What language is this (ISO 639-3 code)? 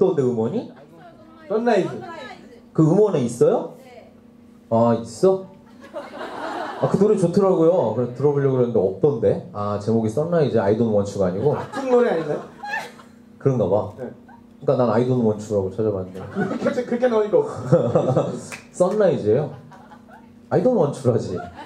kor